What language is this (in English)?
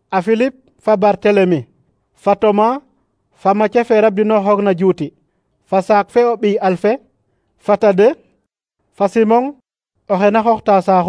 Serer